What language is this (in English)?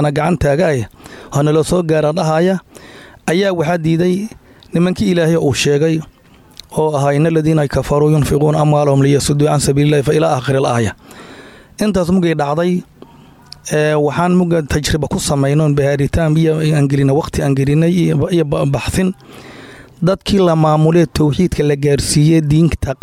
Somali